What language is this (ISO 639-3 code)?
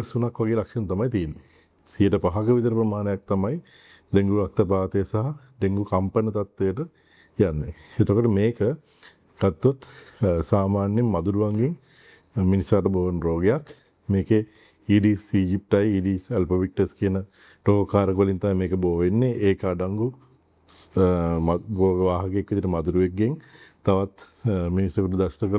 sin